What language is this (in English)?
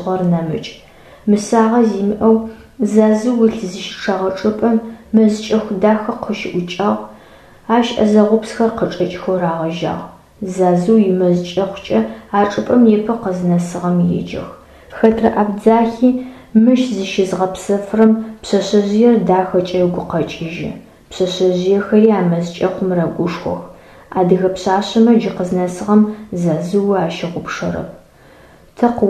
Adyghe